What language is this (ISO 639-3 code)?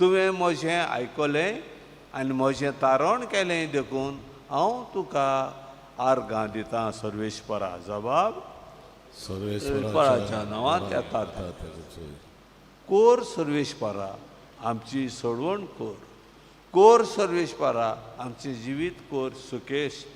kok